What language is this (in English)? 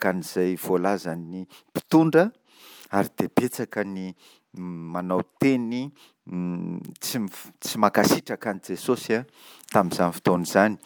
Malagasy